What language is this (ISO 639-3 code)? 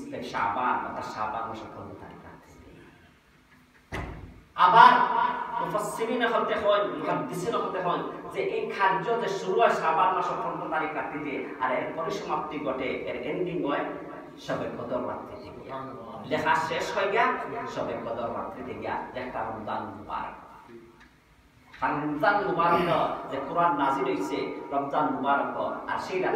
ben